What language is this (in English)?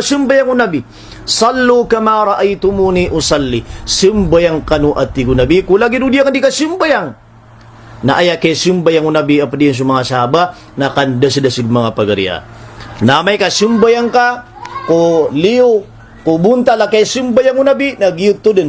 Maranao